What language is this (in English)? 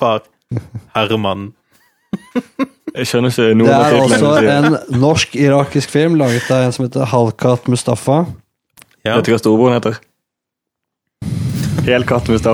Norwegian